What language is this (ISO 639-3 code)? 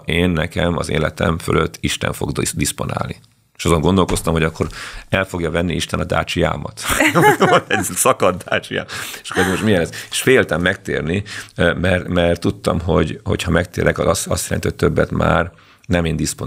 hun